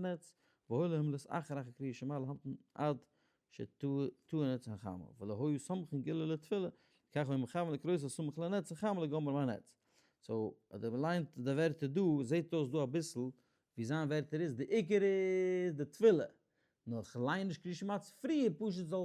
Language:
Yiddish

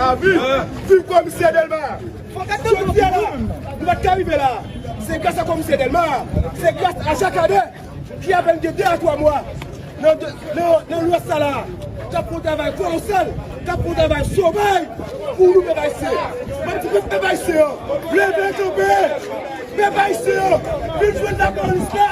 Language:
Haitian Creole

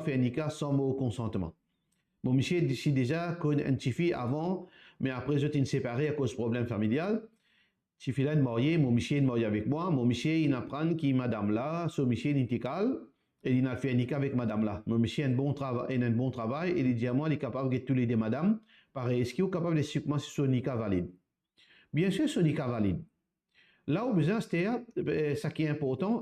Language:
Morisyen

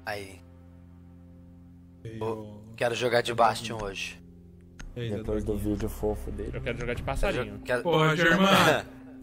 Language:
Portuguese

